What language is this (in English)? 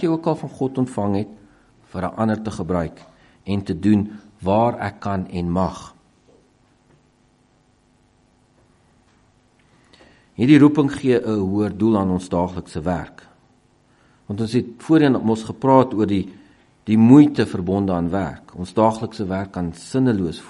Afrikaans